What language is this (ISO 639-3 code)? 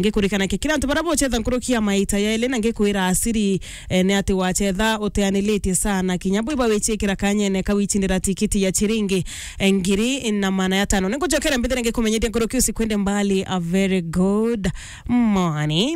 mer